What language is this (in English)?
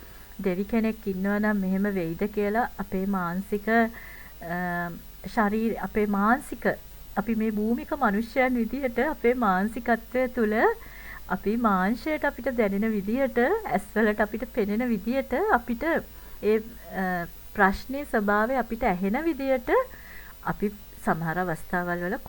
Sinhala